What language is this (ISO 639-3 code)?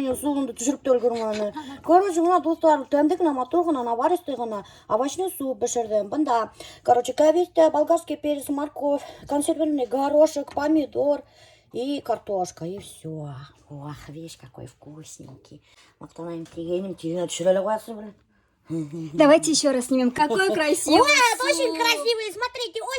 bak